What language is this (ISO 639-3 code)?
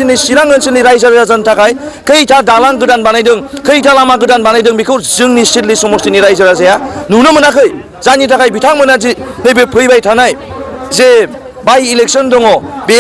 brx